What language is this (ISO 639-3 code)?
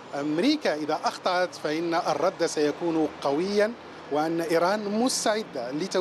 ara